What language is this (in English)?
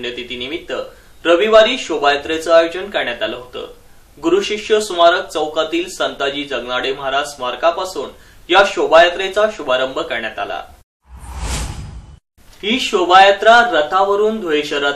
Marathi